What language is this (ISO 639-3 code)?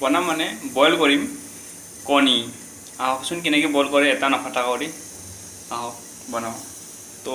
asm